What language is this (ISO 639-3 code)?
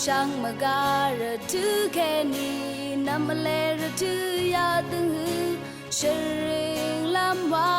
raw